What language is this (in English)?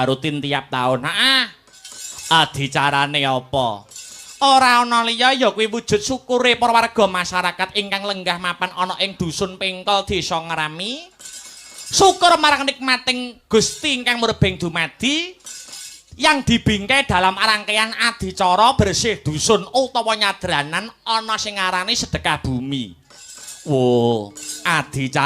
Javanese